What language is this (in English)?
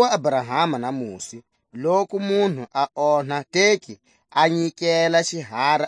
Tswa